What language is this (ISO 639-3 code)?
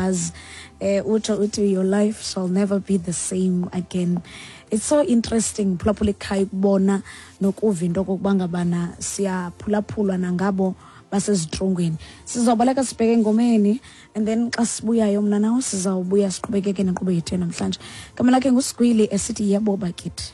xho